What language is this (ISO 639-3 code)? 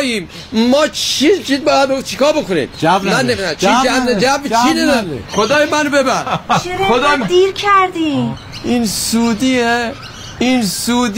fas